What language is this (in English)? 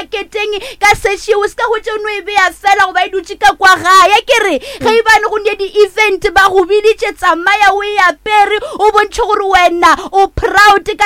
Northern Sotho